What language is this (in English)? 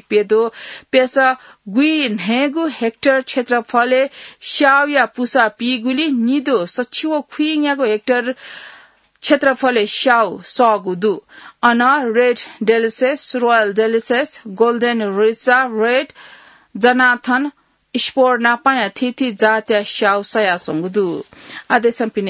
Newari